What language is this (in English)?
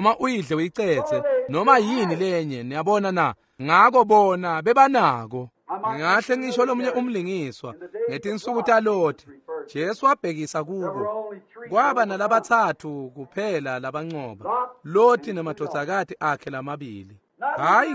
Swati